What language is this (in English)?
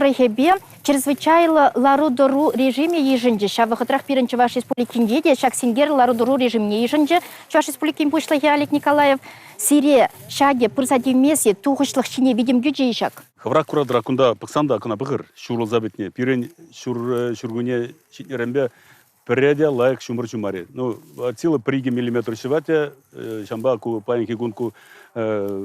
Chuvash